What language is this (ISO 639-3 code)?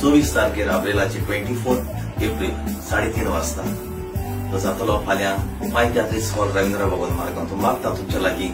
kok